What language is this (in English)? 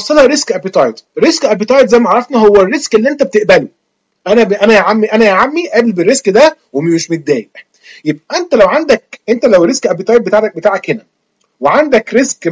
Egyptian Arabic